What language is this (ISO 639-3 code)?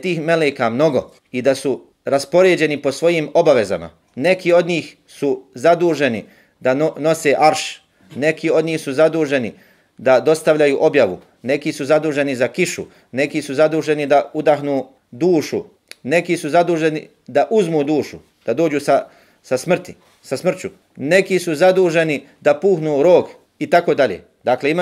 bos